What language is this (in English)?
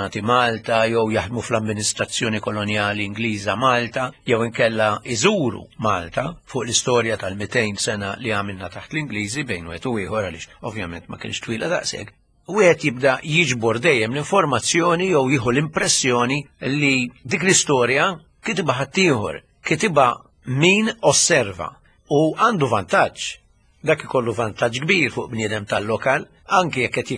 Maltese